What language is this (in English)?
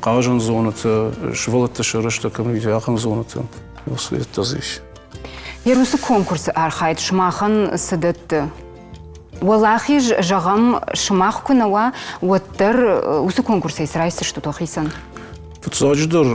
Ossetic